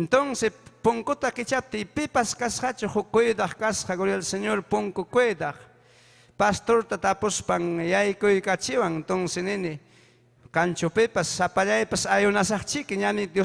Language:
Ayacucho Quechua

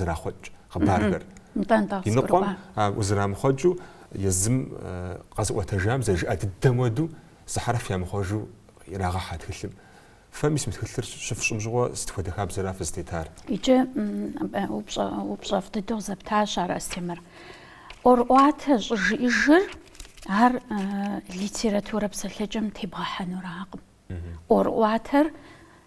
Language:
Kabardian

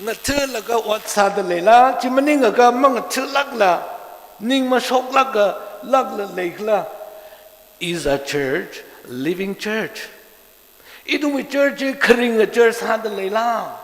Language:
Tangkhul Naga (India)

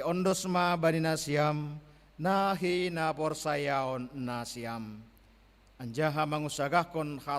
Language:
Batak Simalungun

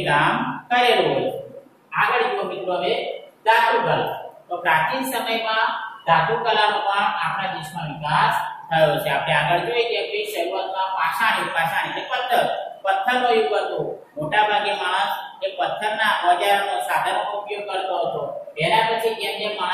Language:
Gujarati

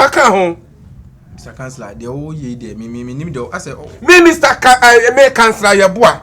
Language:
Akan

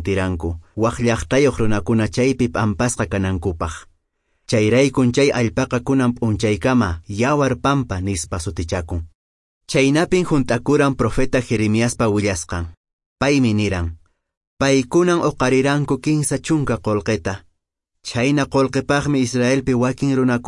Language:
Quechua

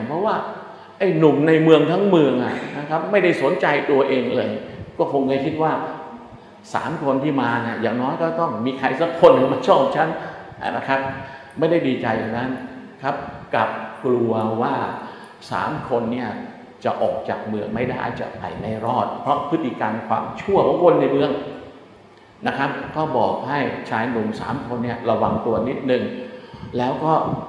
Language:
Thai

